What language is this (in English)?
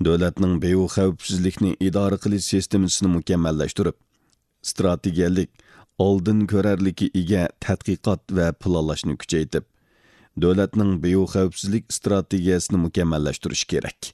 Uyghur